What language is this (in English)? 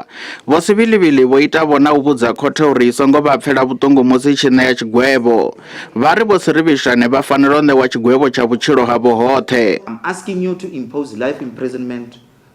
Venda